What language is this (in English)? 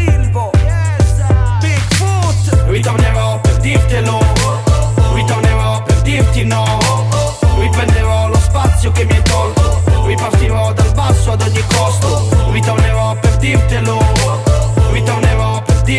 Italian